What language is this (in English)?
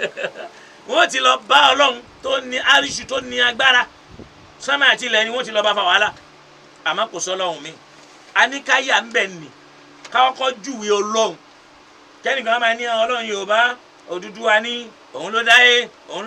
Yoruba